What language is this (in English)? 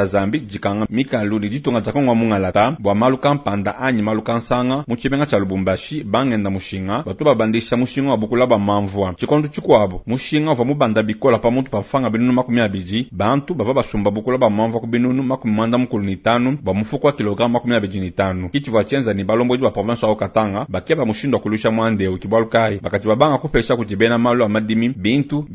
Luba-Lulua